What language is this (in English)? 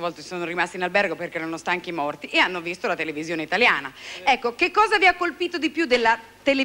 Italian